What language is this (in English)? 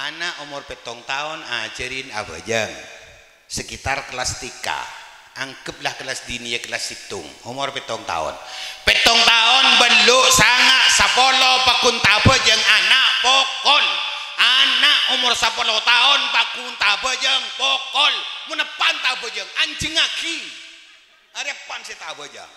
Madurese